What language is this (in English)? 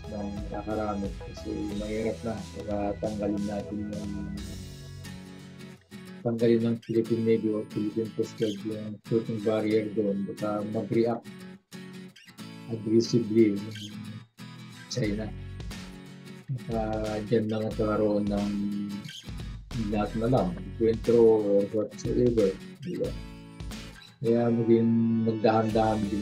Filipino